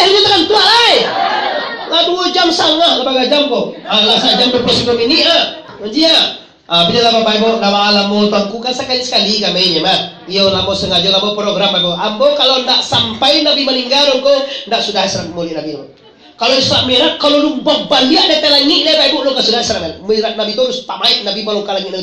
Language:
Minangkabau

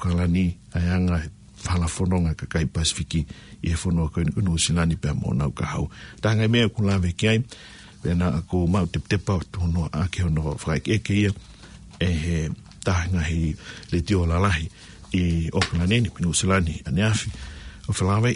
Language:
Tongan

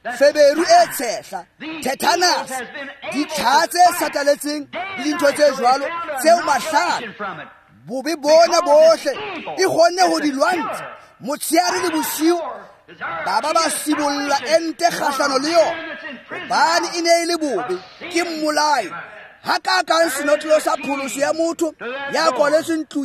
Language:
Tswana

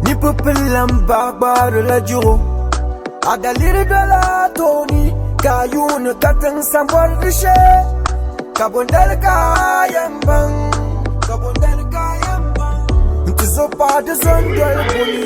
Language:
Dagbani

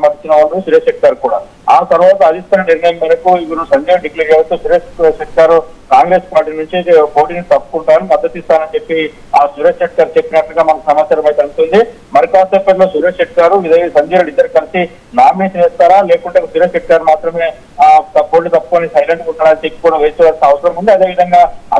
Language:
Telugu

